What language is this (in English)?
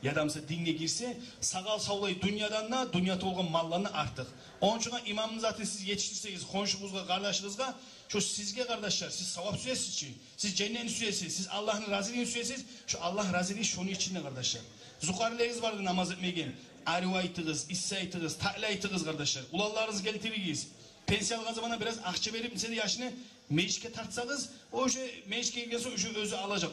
Kumyk